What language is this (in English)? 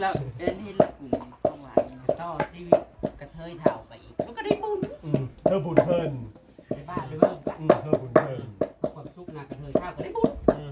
Northeastern Thai